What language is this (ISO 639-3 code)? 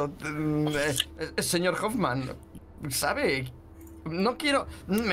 spa